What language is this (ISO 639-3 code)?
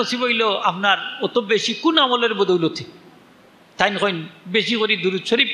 syl